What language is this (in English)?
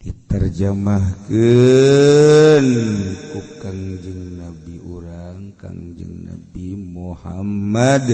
Sundanese